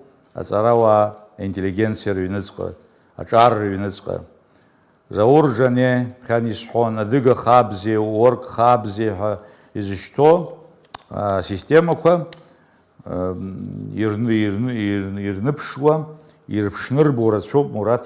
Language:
Abkhazian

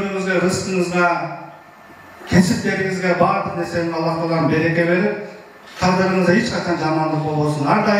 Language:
Kyrgyz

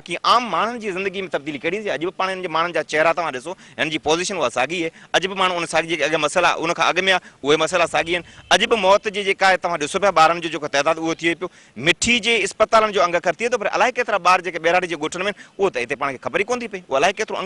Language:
Sindhi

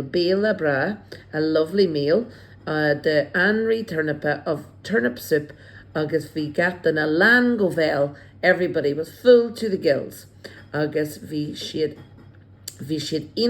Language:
Irish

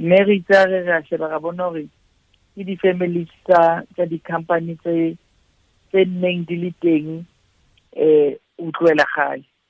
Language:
Southern Sotho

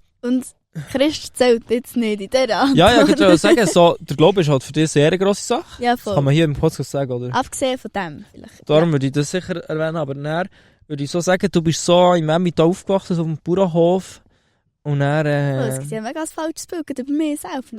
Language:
Swiss German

